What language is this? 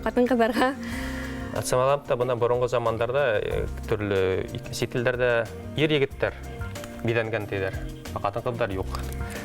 Bashkir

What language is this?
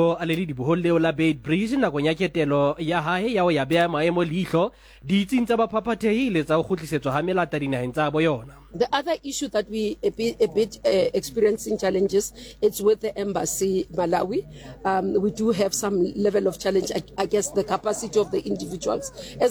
Southern Sotho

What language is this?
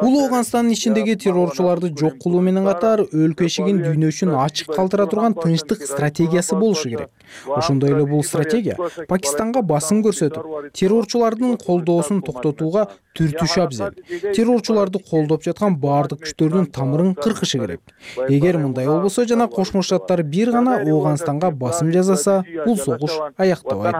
Kyrgyz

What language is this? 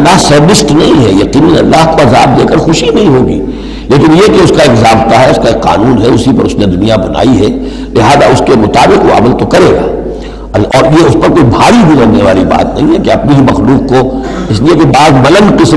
Urdu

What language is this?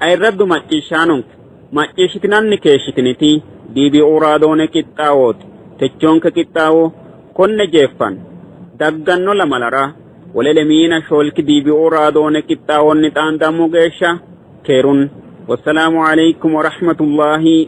Sidamo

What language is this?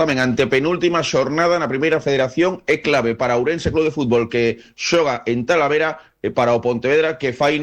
Galician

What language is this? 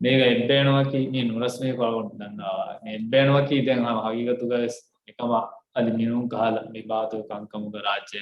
Divehi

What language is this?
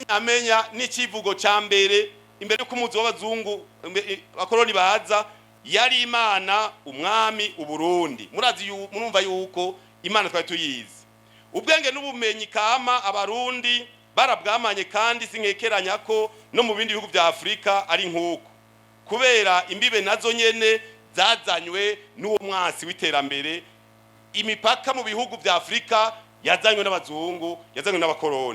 Rundi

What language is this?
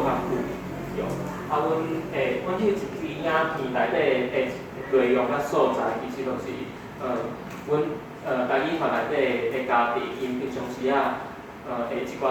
Min Nan Chinese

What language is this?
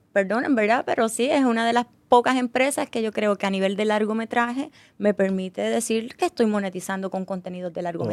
Spanish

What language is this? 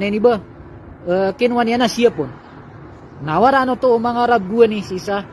Maranao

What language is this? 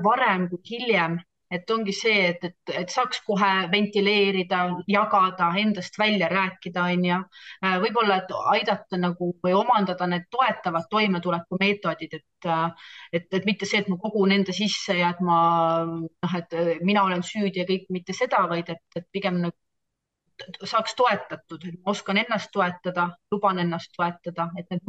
Estonian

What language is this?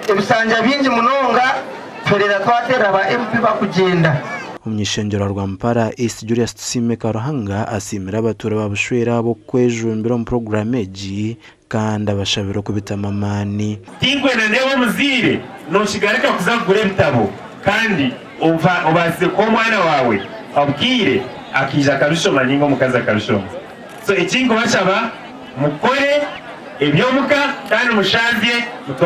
Nyankole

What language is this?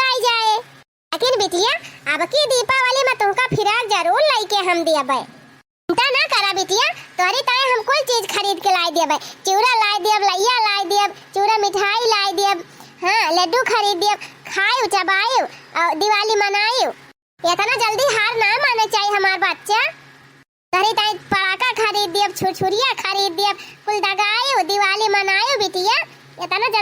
Awadhi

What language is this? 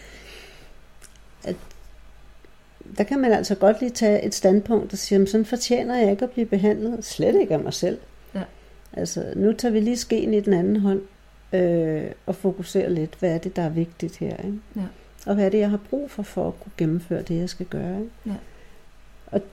Danish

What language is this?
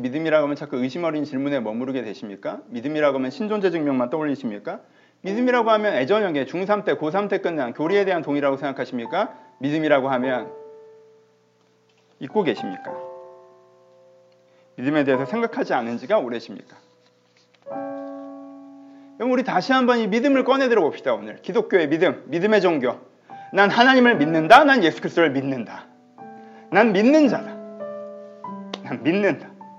Korean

